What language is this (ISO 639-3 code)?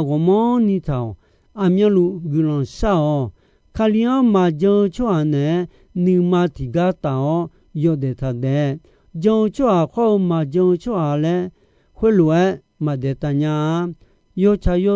ahk